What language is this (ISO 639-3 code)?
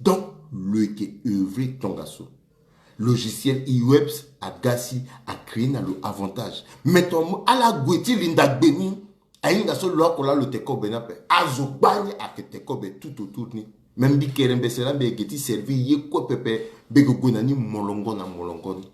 sag